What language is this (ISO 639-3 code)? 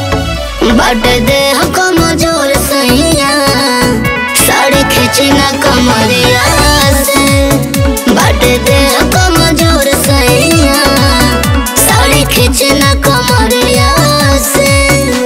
bho